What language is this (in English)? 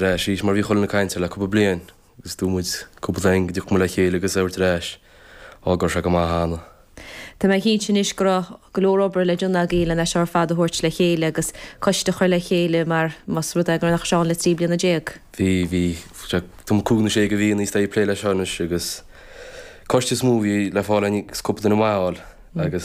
Irish